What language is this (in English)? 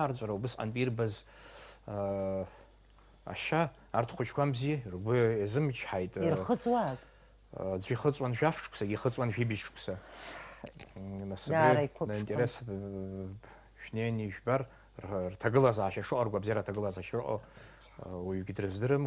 Abkhazian